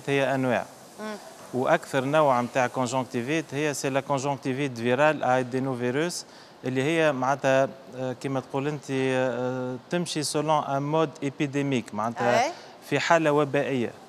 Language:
Tunisian Arabic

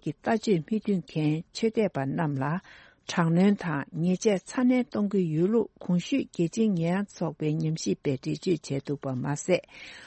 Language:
Tibetan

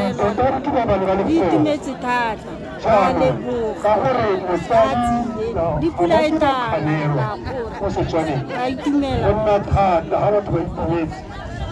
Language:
Tswana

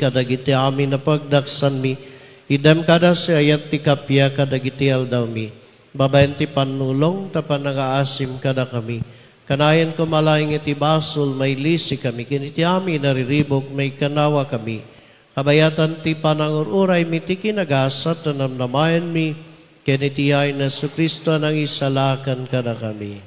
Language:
Iloko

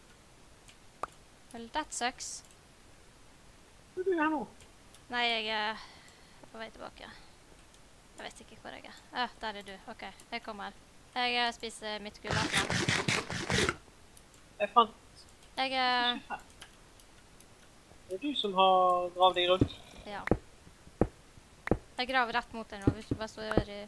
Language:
Norwegian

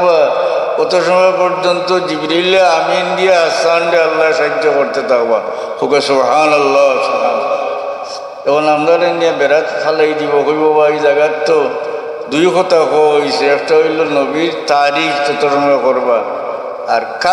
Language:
Sylheti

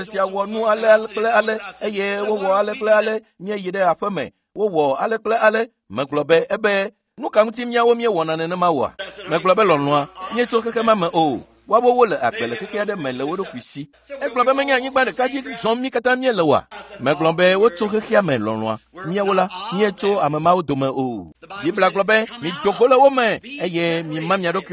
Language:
Ewe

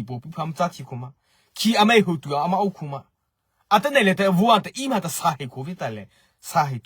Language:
Mara Chin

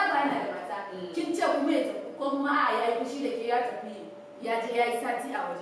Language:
Hausa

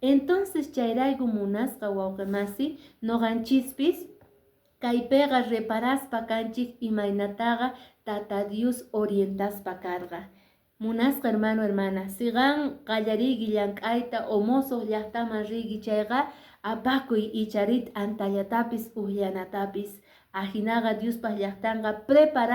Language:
Quechua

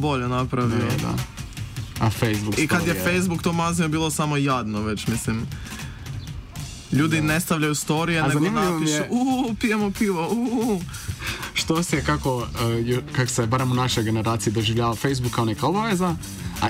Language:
Croatian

